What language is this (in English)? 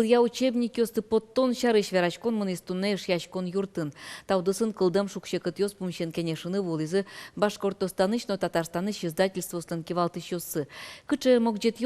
Udmurt